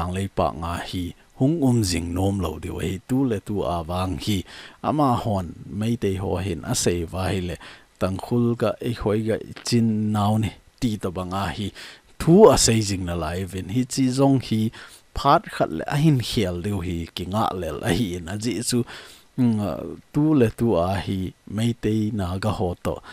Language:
Thado Chin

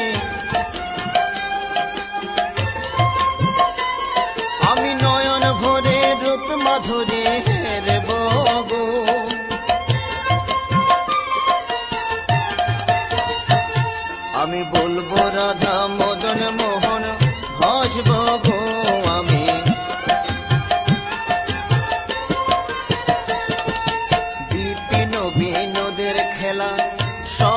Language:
Bangla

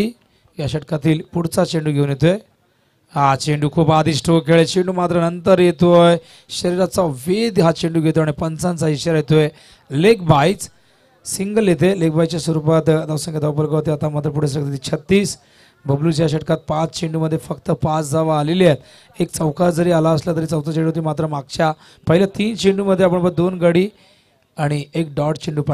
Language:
Marathi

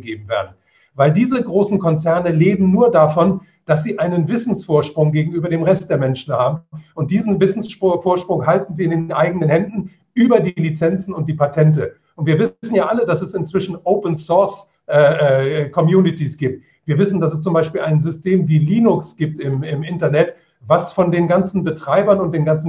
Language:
German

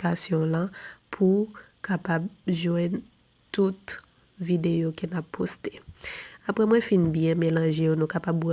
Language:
Haitian Creole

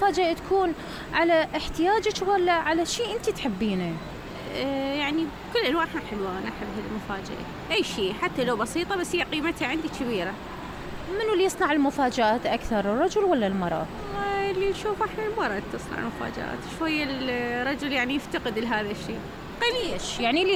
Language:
Mesopotamian Arabic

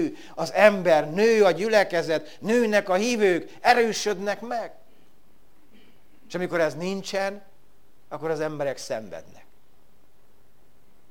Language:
Hungarian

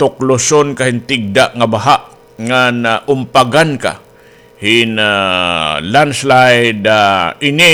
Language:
Waray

